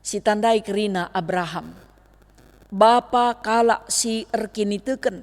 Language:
Batak Karo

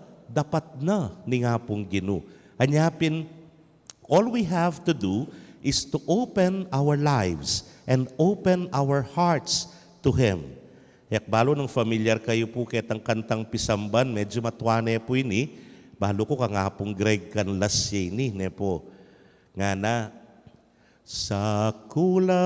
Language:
Pampanga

